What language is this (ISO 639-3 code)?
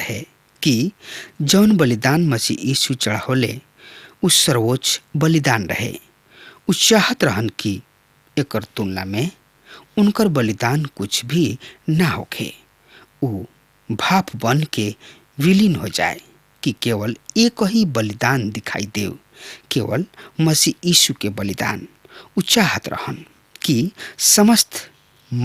bho